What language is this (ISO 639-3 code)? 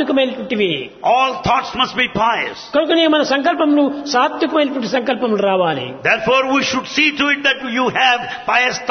tel